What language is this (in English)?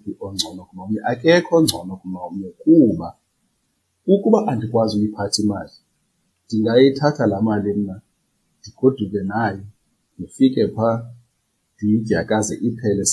Xhosa